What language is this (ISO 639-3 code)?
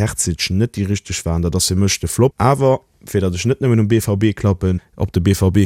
ltz